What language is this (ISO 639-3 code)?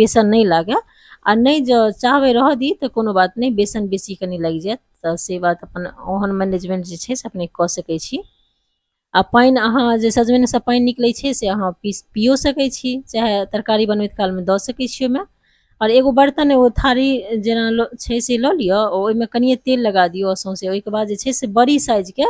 mai